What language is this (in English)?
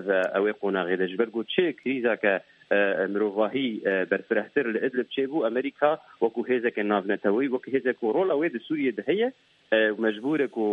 Kurdish